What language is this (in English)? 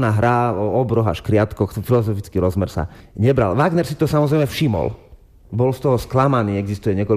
Slovak